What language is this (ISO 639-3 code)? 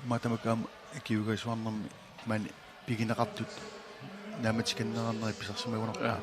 kal